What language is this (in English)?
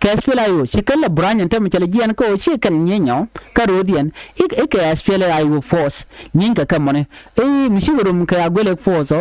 Nuer